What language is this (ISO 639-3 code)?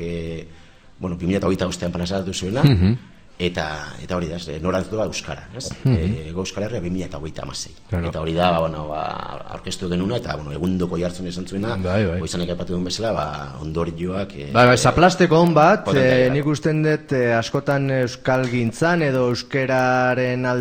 eus